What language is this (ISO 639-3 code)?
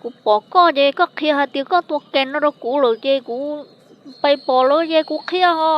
hmn